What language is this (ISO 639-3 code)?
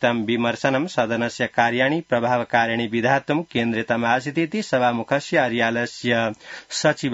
san